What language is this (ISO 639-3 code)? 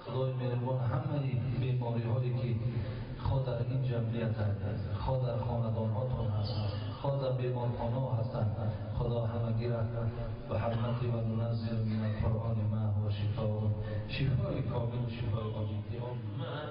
tgk